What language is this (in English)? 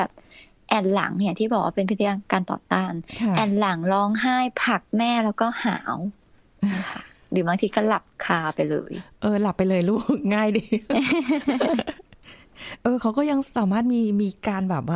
Thai